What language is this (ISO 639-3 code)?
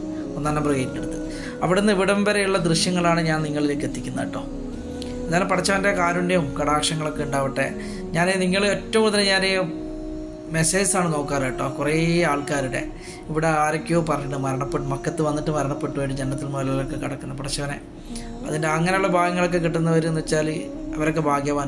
mal